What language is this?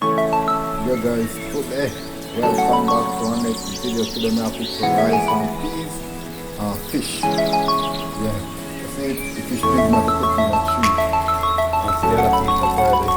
Jamaican Creole English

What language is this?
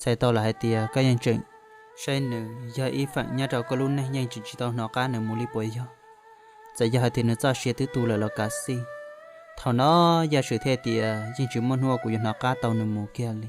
Hmong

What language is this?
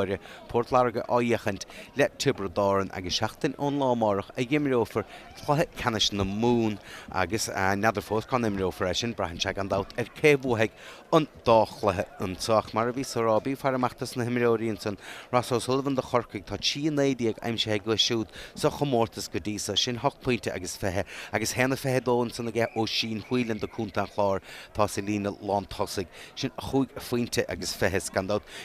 Irish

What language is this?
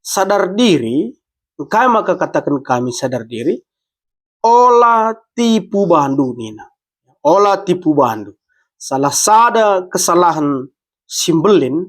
Batak Karo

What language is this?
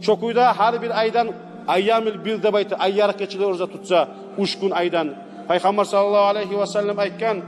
Kumyk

